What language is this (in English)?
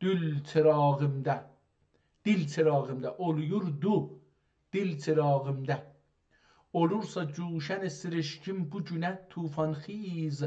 South Azerbaijani